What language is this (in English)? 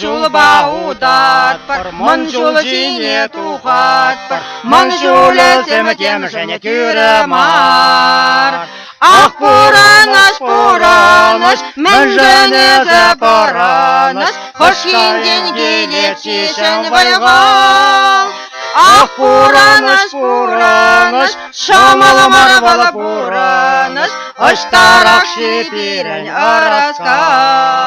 Chuvash